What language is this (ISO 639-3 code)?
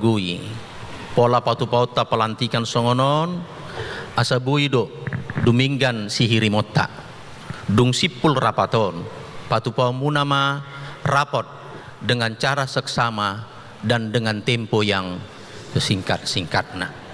bbc